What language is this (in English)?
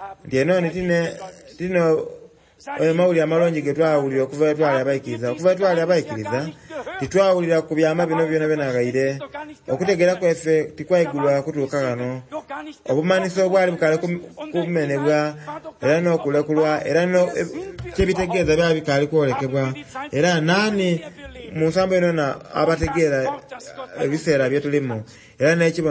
Soga